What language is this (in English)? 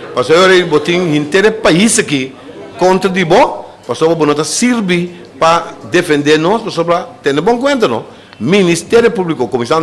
Papiamento